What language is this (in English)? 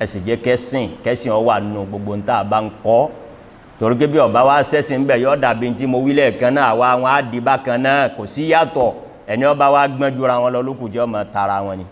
Yoruba